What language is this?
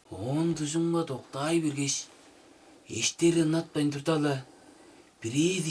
Tuvinian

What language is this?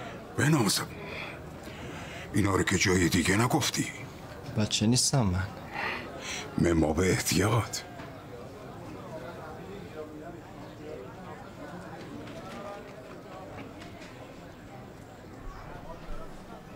Persian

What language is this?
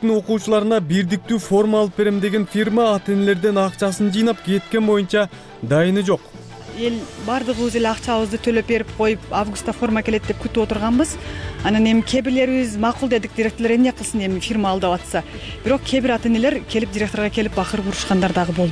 Kyrgyz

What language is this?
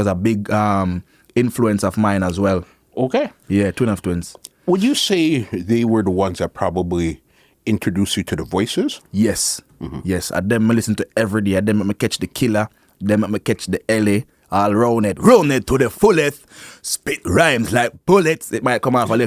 Jamaican Creole English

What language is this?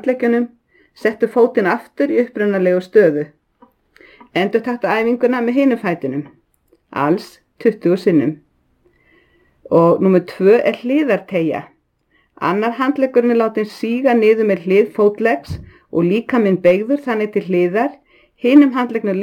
Icelandic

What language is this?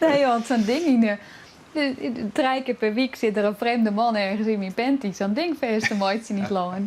Western Frisian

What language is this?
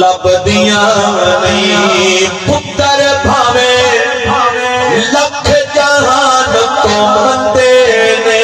Saraiki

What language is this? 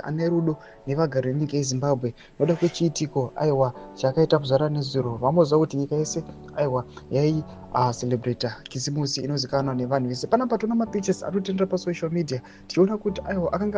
Shona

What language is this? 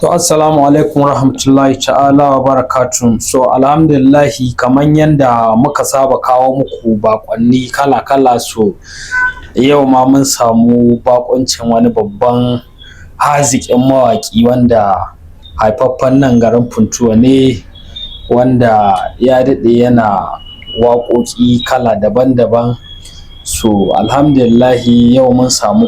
Hausa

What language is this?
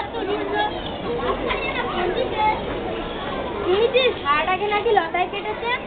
Bangla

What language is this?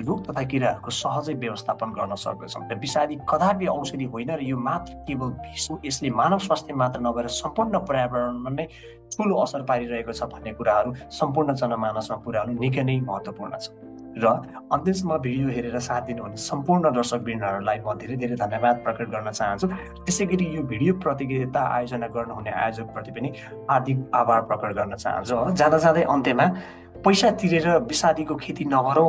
Nepali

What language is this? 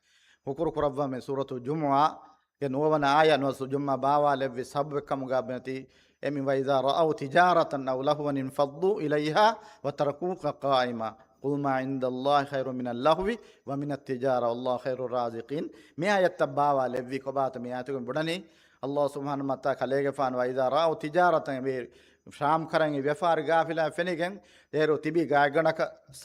Divehi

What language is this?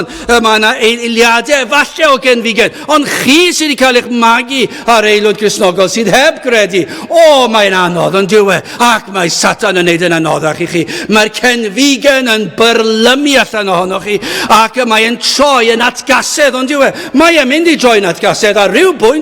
Welsh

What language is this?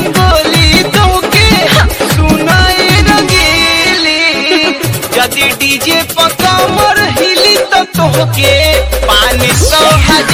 Bhojpuri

